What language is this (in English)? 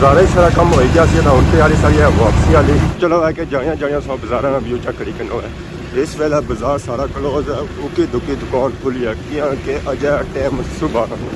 Pahari-Potwari